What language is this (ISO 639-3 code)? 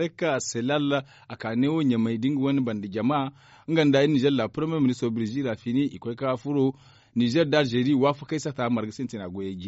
dje